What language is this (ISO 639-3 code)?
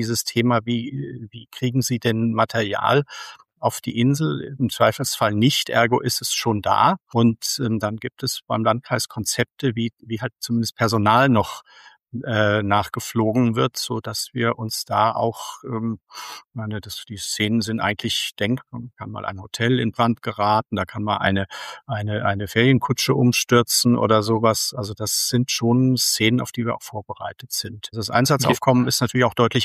deu